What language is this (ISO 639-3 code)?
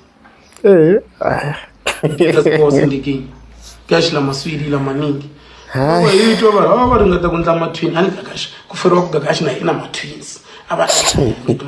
tso